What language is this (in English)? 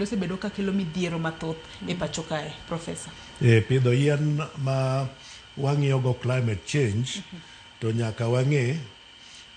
Luo (Kenya and Tanzania)